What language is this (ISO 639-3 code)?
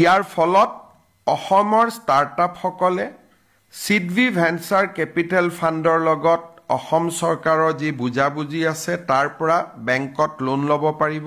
asm